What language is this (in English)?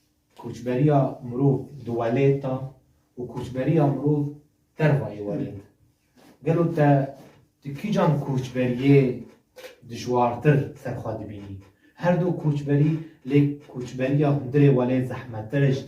Kurdish